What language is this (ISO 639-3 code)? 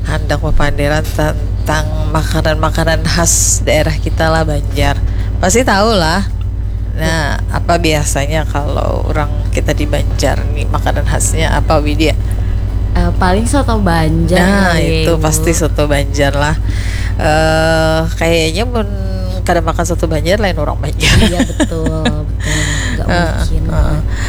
bjn